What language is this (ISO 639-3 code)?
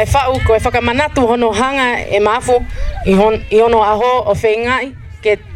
ton